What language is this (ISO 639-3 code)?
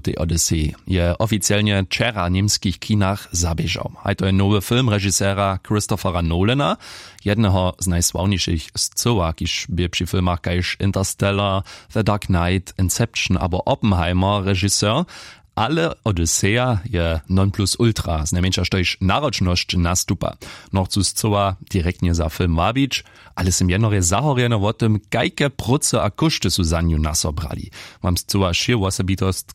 hsb